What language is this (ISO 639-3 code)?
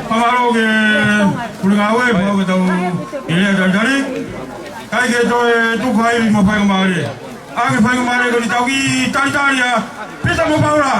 ton